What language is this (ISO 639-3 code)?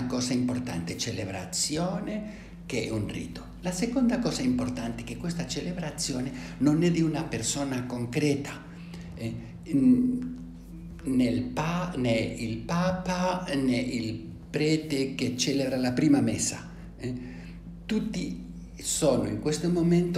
ita